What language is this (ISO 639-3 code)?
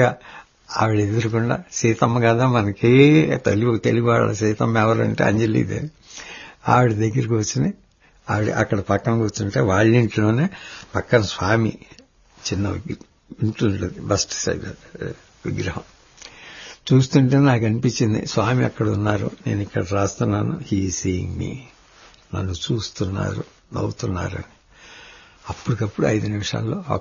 tel